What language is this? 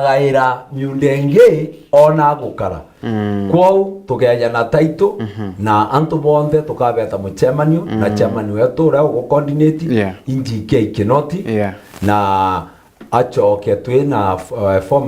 Meru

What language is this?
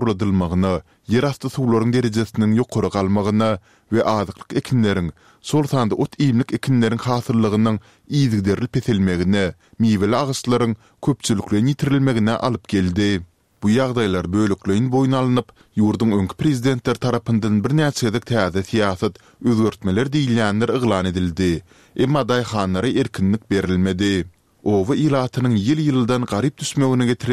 Turkmen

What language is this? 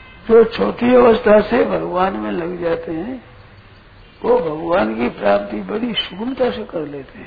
Hindi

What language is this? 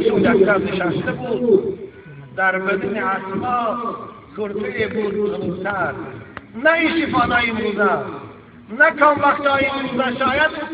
Tajik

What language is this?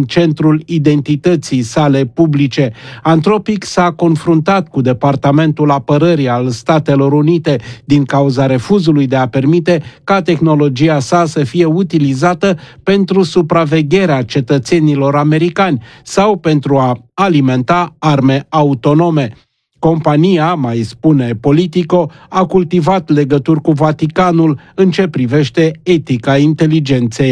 Romanian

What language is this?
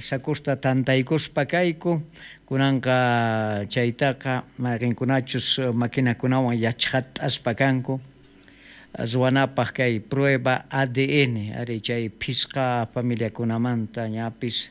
South Bolivian Quechua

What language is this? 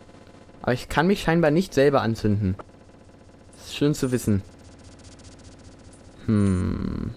German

